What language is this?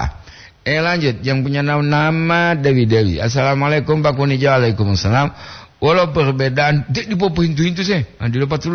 Gorontalo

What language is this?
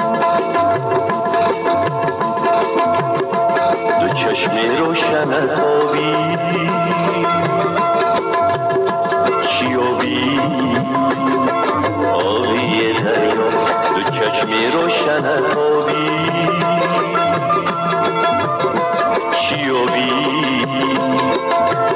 Persian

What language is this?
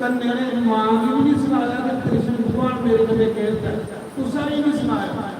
Dogri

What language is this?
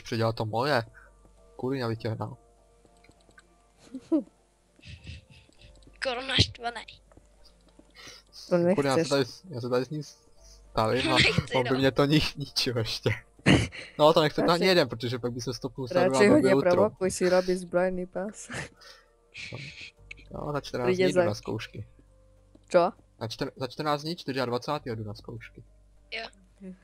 Czech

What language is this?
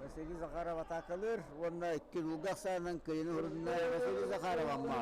Yakut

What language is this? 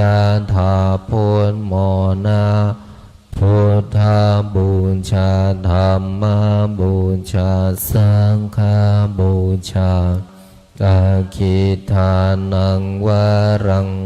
Pali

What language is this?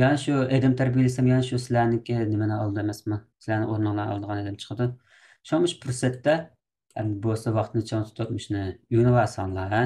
Uyghur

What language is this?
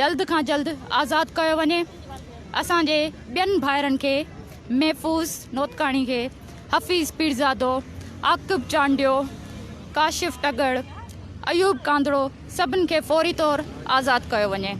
Sindhi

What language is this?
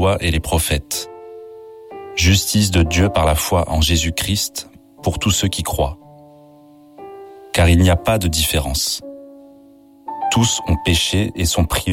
French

